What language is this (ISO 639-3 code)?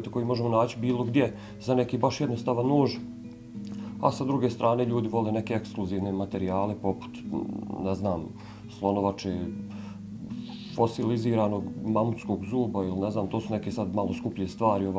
bos